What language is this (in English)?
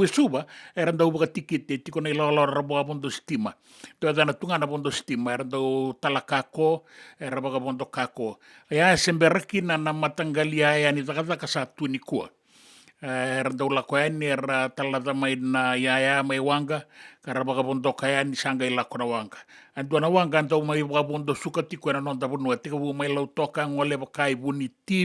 Fijian